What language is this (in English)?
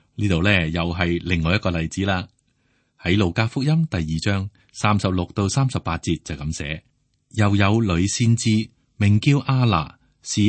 Cantonese